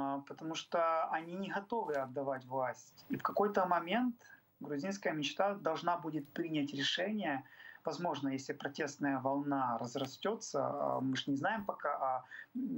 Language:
Russian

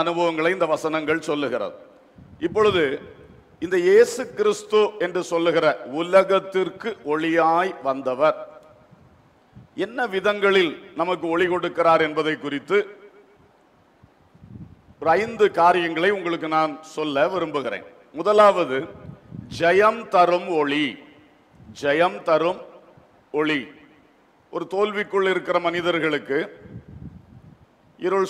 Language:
Tamil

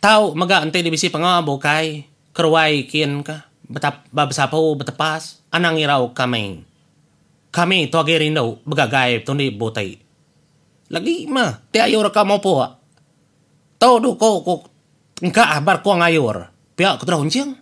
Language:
Iban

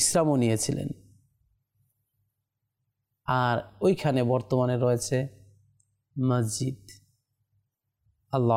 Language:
Bangla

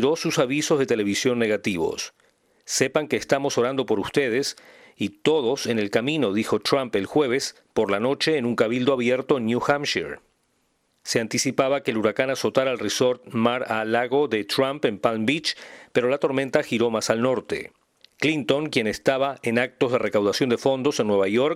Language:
Spanish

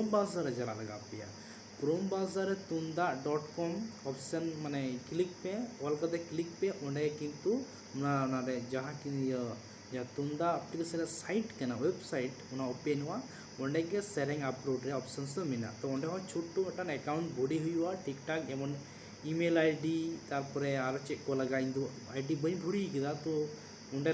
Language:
Santali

